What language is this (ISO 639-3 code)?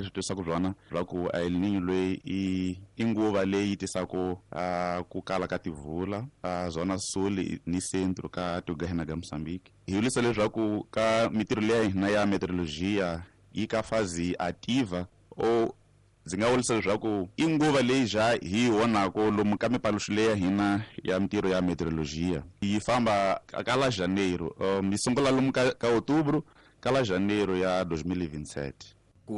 tso